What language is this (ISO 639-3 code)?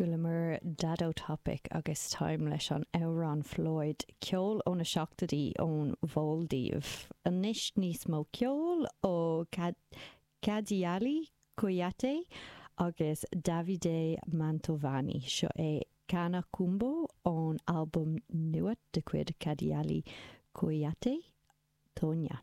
gle